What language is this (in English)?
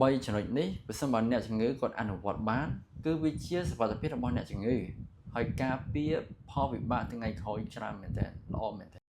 Khmer